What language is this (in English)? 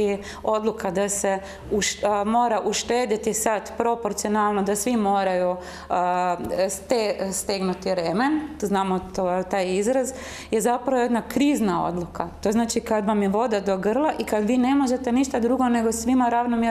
Croatian